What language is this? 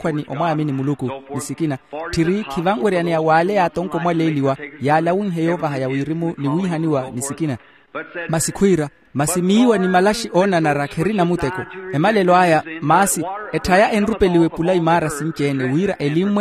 Makhuwa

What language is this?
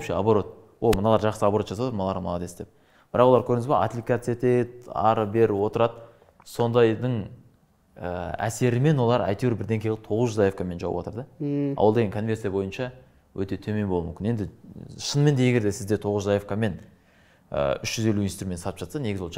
Kazakh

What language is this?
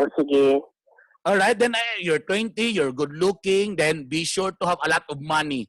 Cebuano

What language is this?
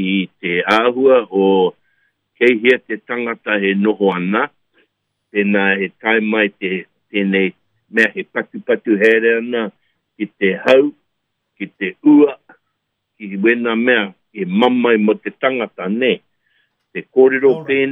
Māori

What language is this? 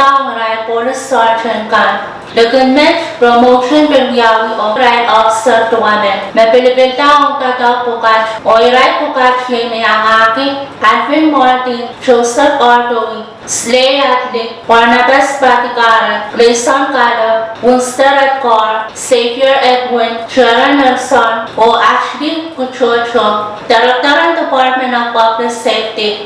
Pohnpeian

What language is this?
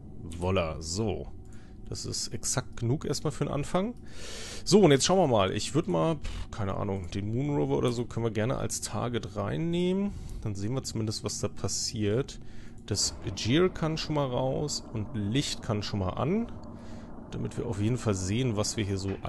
German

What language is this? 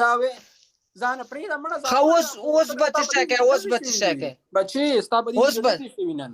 Pashto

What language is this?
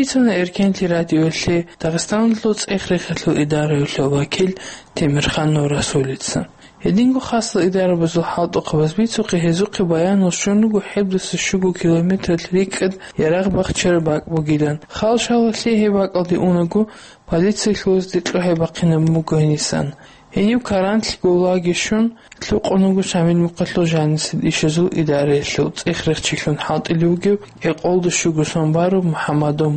Avaric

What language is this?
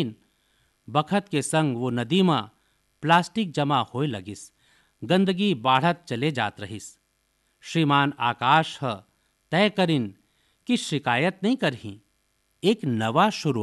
Chhattisgarhi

